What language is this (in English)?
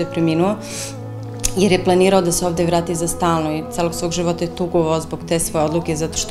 Serbian